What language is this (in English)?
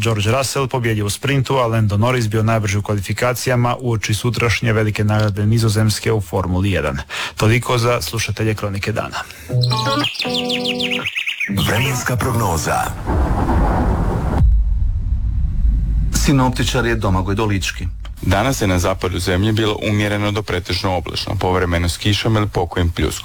Croatian